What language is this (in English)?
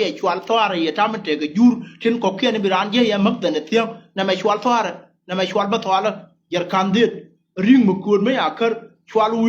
Nuer